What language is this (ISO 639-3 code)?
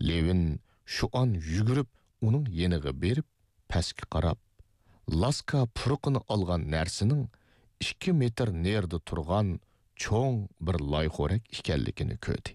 uig